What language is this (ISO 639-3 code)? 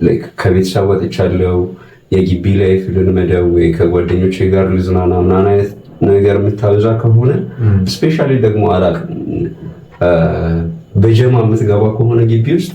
amh